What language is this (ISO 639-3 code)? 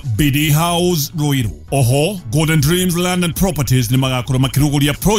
kik